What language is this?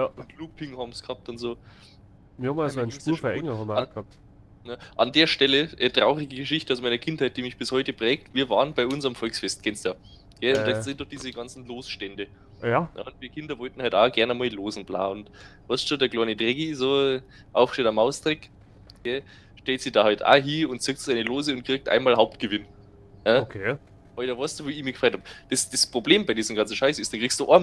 Bavarian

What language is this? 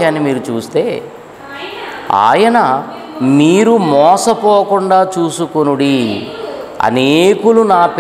Telugu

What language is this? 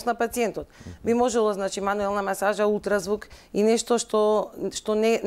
Macedonian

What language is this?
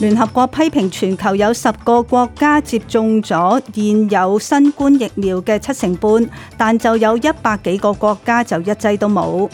Cantonese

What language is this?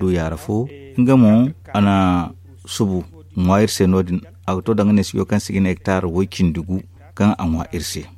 Zarma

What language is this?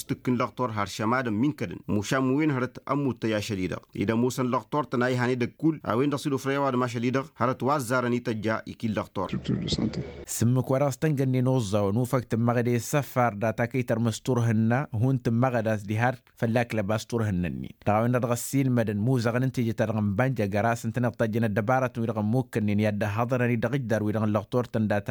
Tamasheq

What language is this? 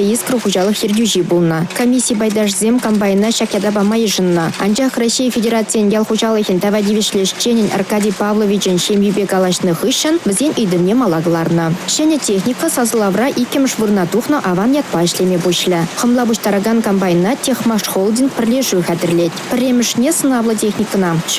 Chuvash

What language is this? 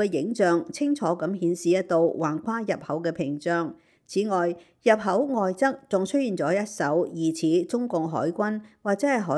Cantonese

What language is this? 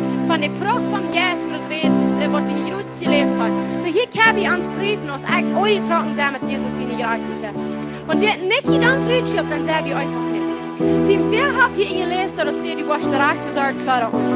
Plautdietsch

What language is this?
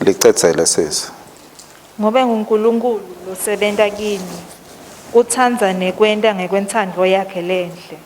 Swati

